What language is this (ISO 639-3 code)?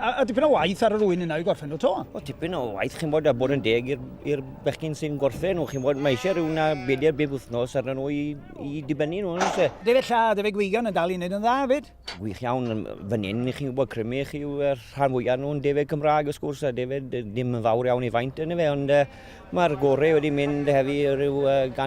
cym